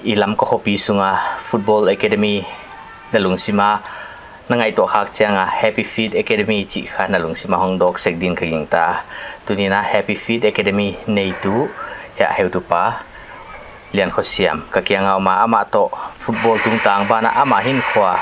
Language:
Paite Chin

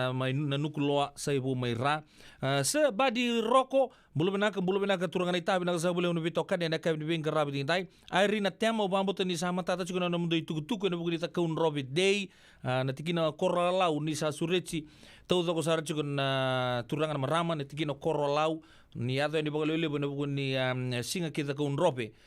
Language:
Fijian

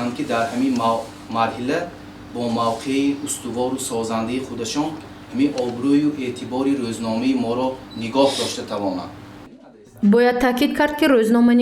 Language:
Tajik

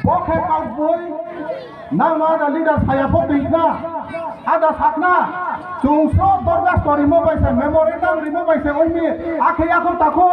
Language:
Kok Borok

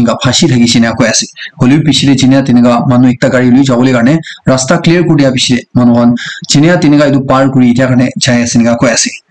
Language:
Naga Pidgin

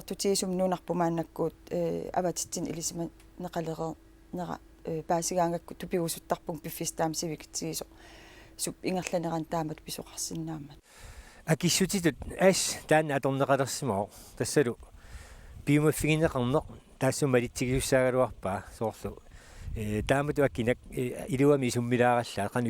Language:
Kalaallisut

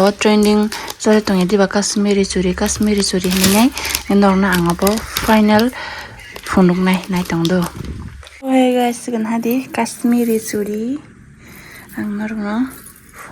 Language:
Kok Borok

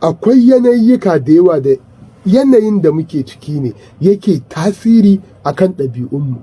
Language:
Hausa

